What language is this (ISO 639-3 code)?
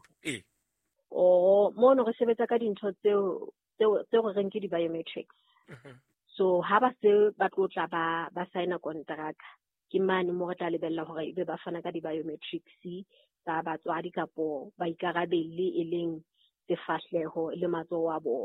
sot